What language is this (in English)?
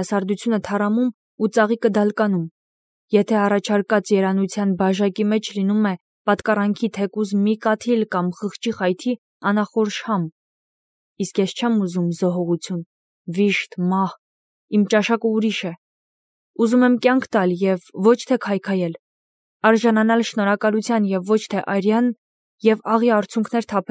Armenian